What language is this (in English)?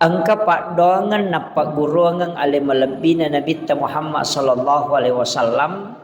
Buginese